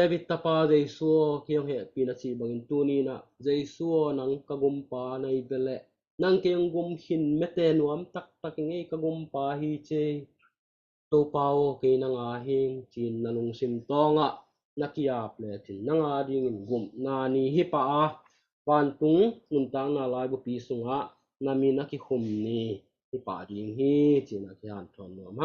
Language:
Tedim Chin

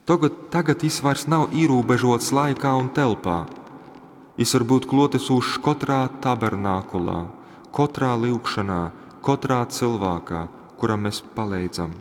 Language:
Latgalian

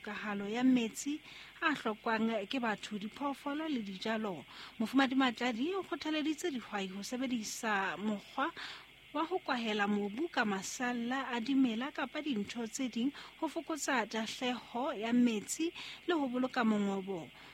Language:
Southern Sotho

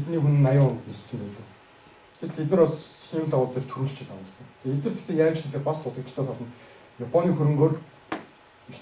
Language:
Mongolian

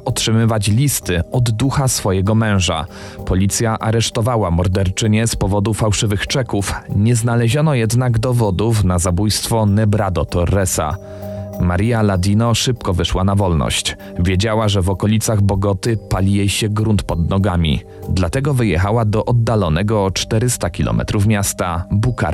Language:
Polish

